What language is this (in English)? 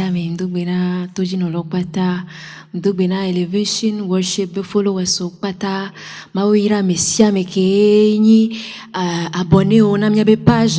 Ewe